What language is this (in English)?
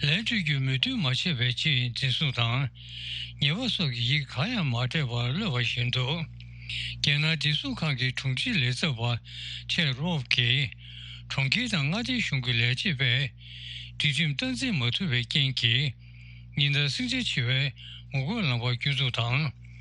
Tibetan